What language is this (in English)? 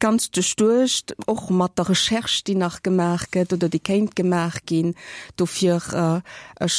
Luxembourgish